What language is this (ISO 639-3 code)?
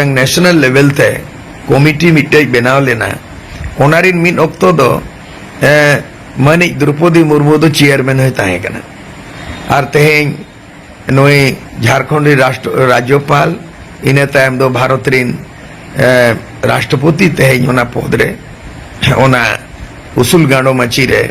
sat